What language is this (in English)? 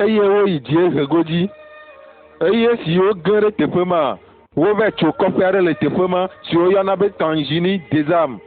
Ewe